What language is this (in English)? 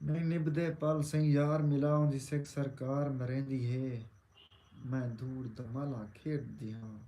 Saraiki